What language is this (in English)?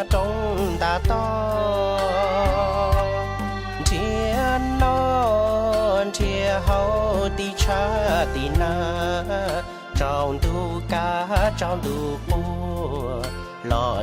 Hmong